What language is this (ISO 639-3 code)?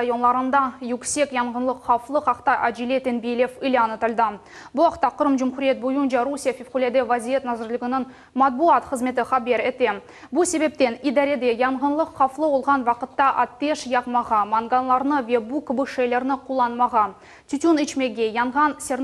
crh